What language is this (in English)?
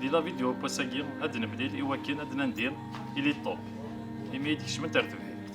Kabyle